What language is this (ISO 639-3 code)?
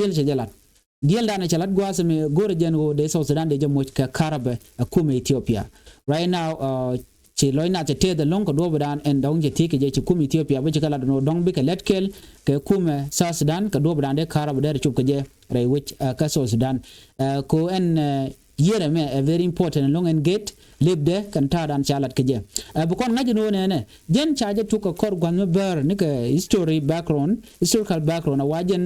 nus